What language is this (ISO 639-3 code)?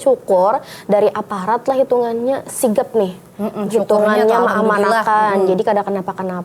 bjn